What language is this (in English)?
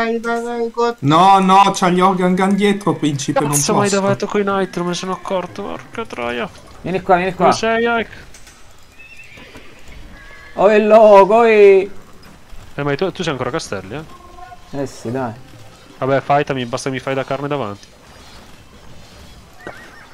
Italian